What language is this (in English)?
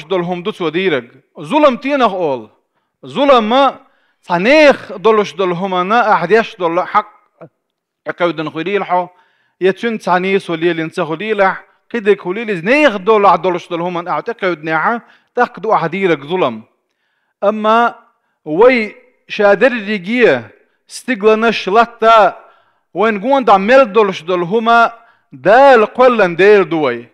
Chechen